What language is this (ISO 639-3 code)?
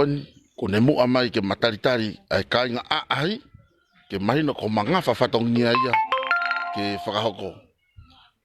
ton